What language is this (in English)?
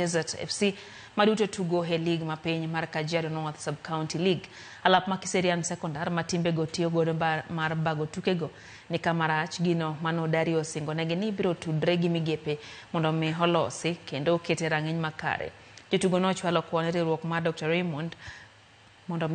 Luo (Kenya and Tanzania)